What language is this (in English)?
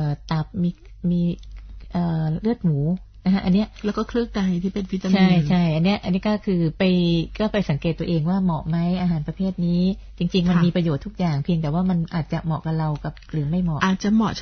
Thai